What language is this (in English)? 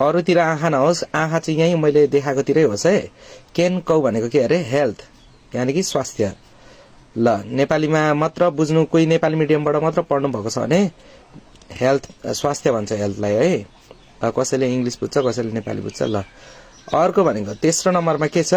Nepali